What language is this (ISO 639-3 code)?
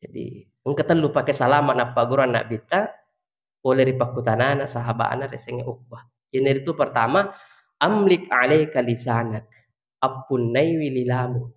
bug